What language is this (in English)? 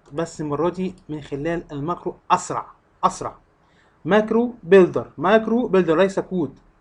Egyptian Arabic